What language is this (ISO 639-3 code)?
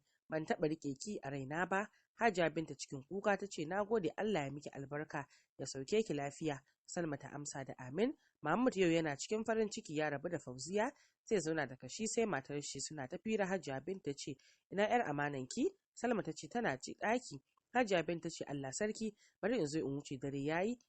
hau